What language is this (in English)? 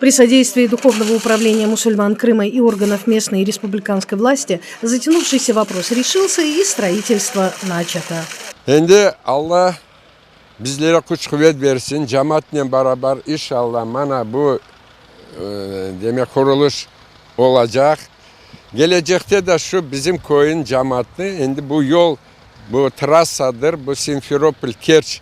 Crimean Tatar